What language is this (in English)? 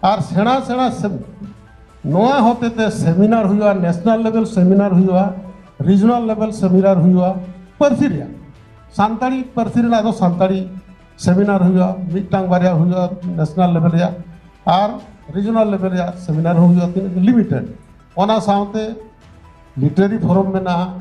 Santali